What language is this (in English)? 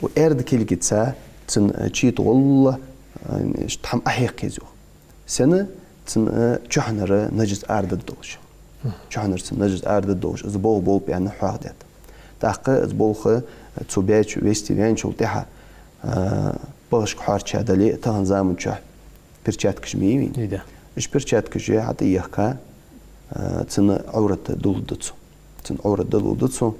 Ingush